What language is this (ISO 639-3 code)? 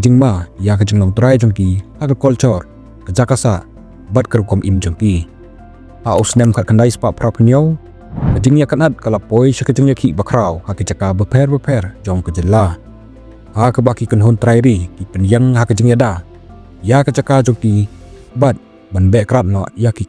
kha